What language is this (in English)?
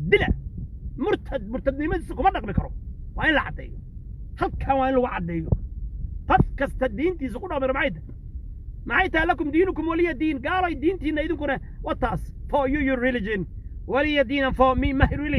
Somali